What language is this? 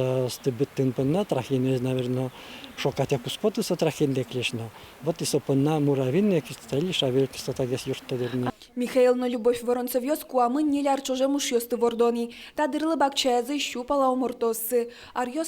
Udmurt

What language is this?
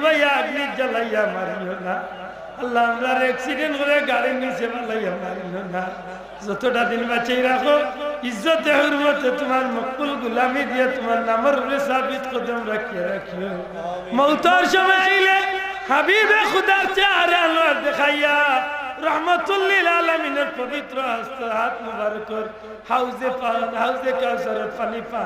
Sylheti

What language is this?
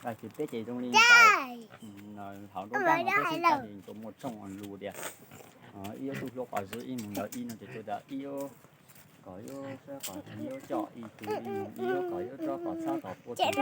Hmong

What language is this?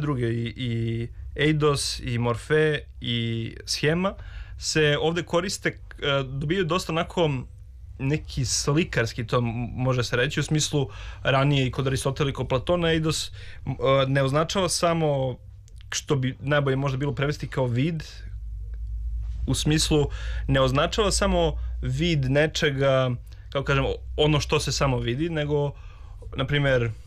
Serbian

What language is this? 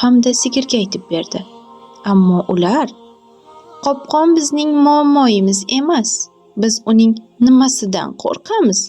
Uzbek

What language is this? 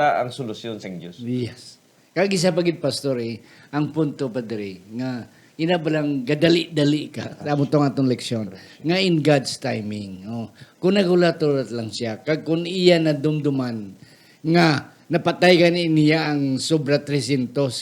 Hiligaynon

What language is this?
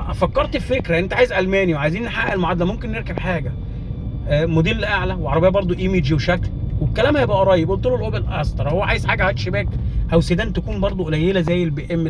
Egyptian Arabic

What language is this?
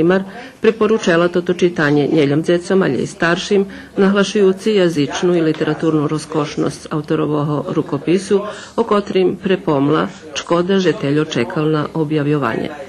Rusyn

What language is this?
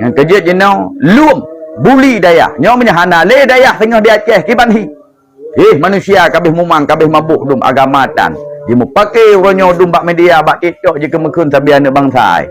Achinese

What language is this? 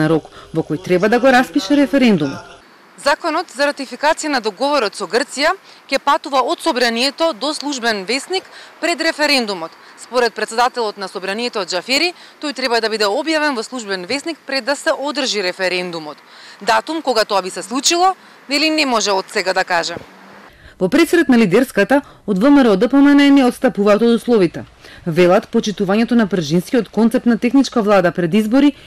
Macedonian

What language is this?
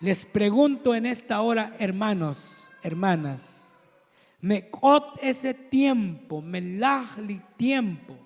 Tzotzil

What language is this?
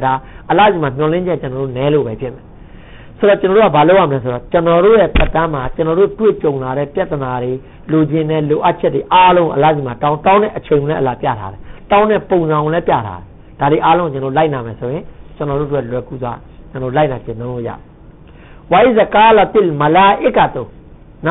Burmese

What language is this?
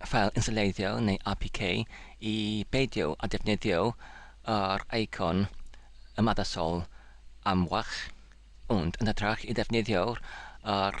Welsh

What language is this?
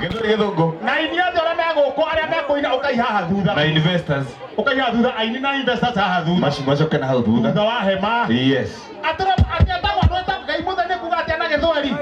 Kikuyu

